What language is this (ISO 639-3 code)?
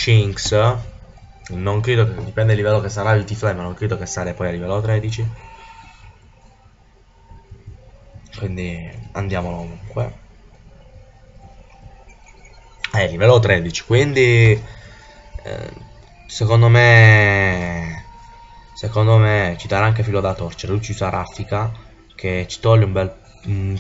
ita